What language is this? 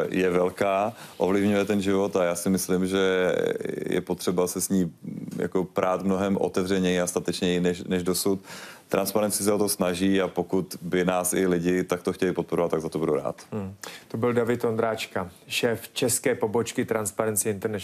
Czech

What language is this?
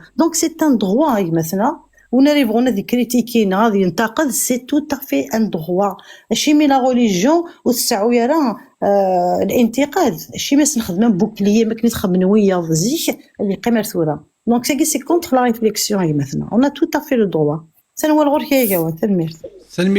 Kabyle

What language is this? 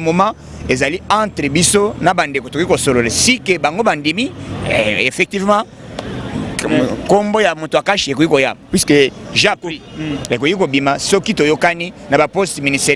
Lingala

